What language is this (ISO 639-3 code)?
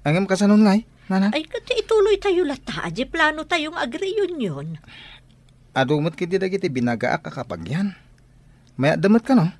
ilo